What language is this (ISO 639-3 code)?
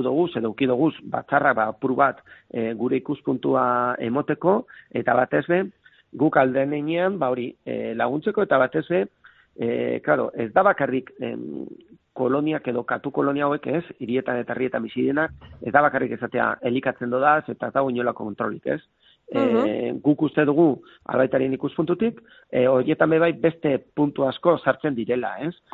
eus